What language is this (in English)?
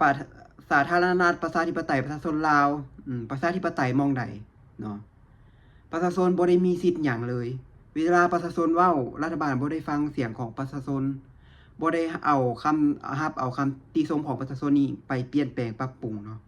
Lao